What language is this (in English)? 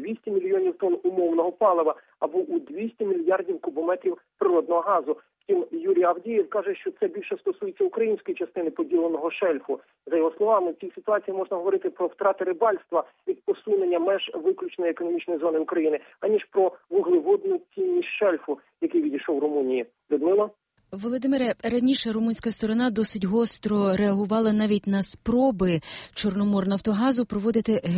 Ukrainian